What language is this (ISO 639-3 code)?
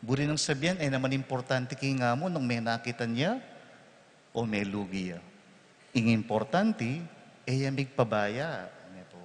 pam